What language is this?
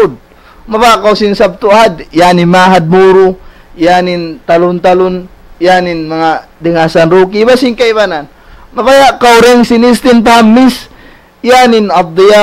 Tausug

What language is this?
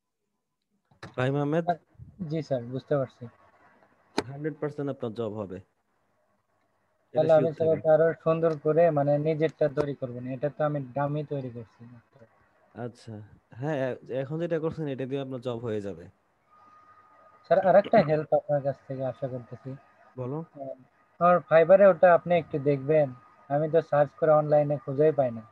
Bangla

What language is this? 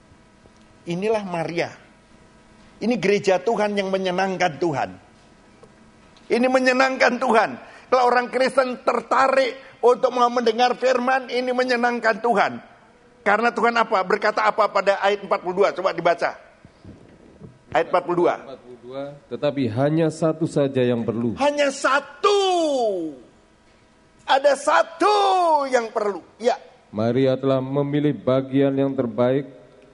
Indonesian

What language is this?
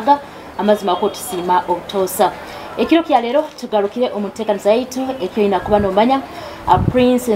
Nyoro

